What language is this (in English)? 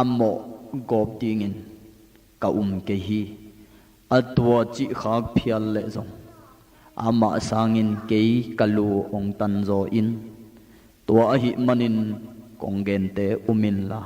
Tedim Chin